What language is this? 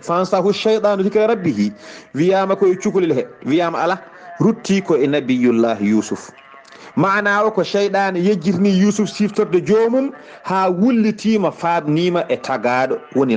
Fula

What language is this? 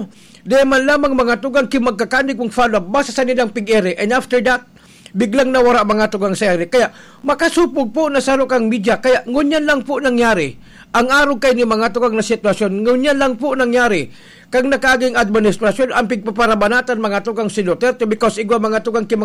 Bikol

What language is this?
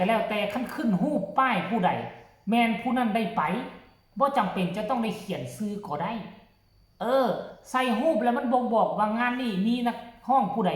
Lao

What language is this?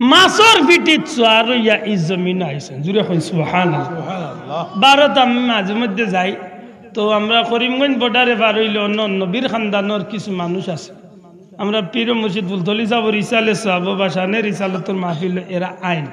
Sylheti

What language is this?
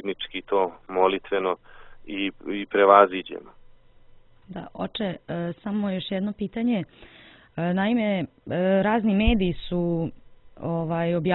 Serbian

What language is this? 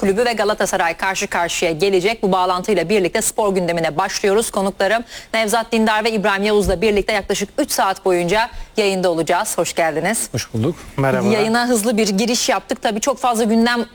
Turkish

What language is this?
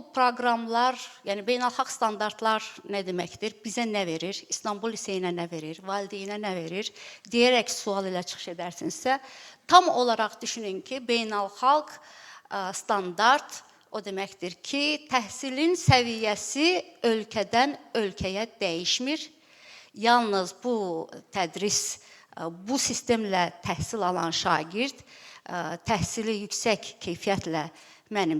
Azerbaijani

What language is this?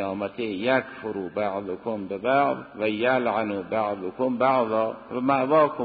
Persian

